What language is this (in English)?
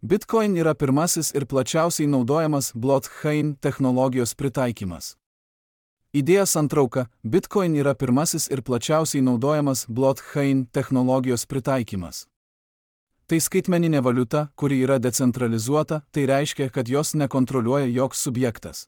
Lithuanian